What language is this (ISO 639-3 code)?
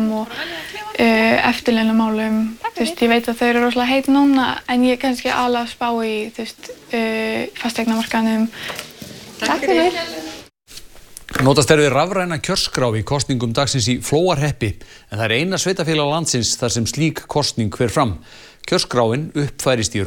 isl